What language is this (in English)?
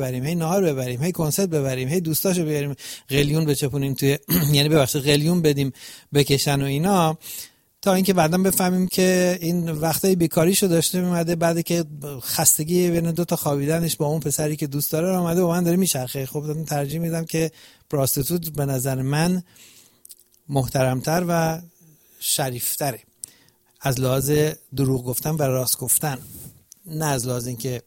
Persian